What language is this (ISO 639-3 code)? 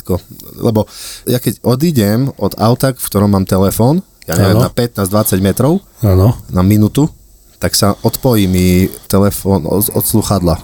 slk